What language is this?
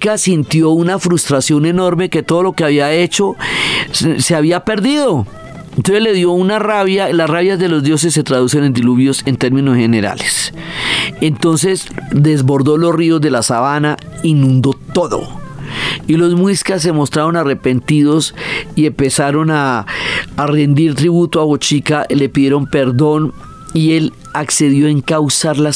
Spanish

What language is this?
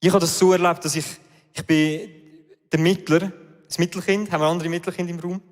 Swiss German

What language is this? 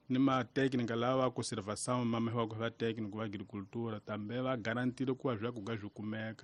Tsonga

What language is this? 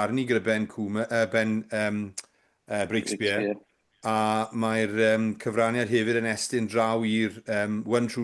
Welsh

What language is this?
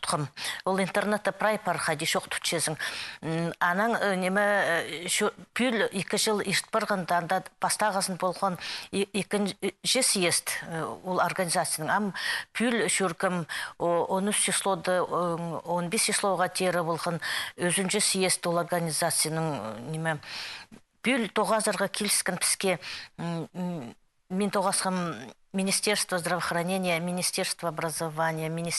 Khakas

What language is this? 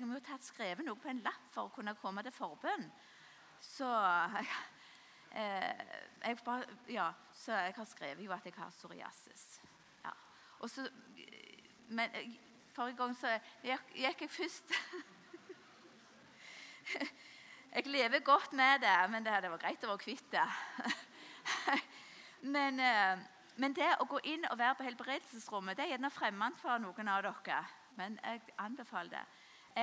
Norwegian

